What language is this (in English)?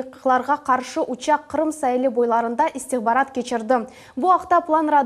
Crimean Tatar